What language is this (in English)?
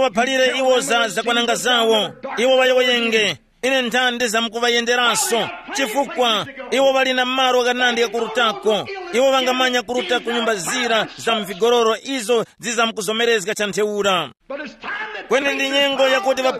Tumbuka